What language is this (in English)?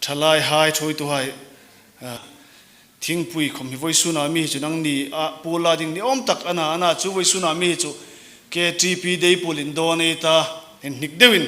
Hmar